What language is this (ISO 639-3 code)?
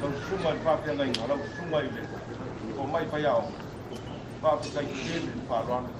smo